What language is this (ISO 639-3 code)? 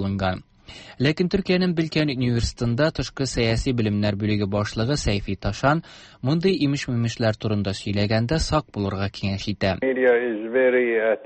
tat